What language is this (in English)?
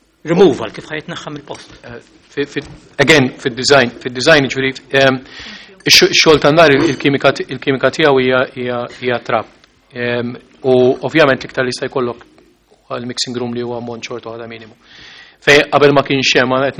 Maltese